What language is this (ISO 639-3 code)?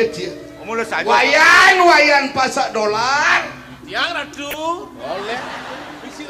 ban